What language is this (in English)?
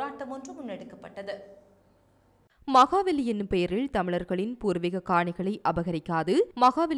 Tamil